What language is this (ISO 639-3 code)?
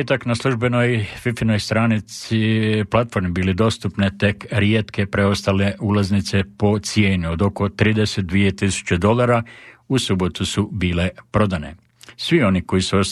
hrv